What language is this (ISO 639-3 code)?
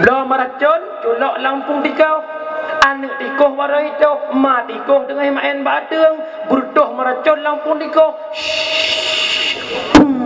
ace